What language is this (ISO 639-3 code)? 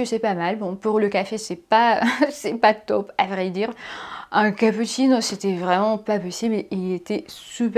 fra